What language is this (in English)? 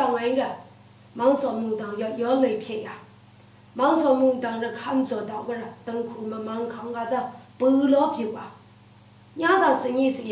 Lashi